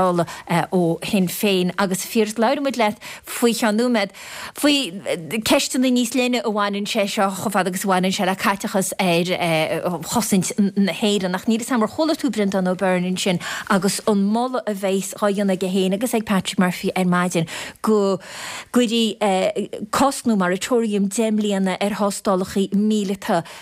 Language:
Irish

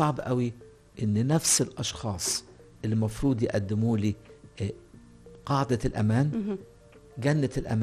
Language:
Egyptian Arabic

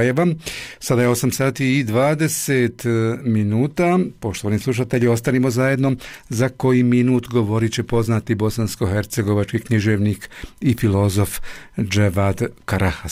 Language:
Bosnian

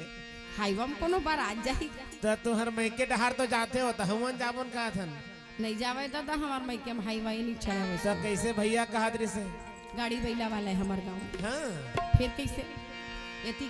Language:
Chhattisgarhi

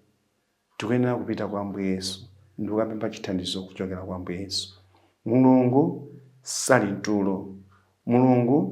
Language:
Nyanja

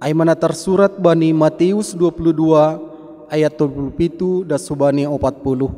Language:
Batak Simalungun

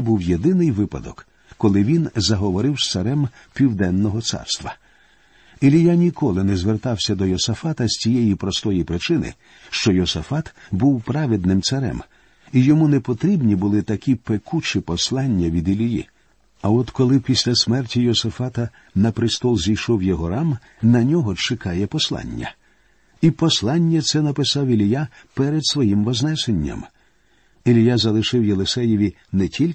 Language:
Ukrainian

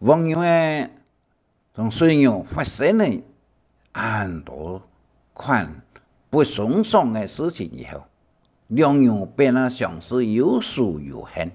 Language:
Hakka Chinese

